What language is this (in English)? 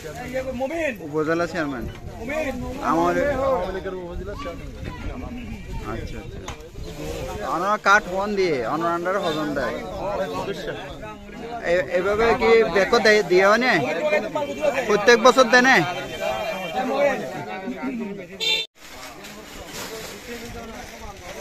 Bangla